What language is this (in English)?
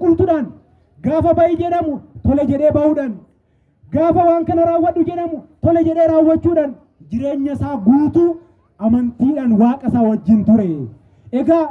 Oromo